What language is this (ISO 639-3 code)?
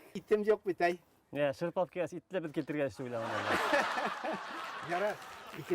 bak